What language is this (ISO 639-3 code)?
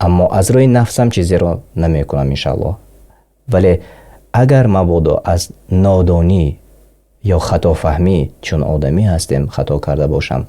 tgk